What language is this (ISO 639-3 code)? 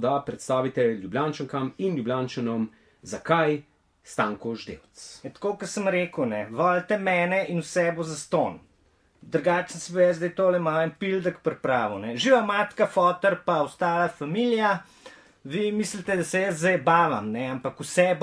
slv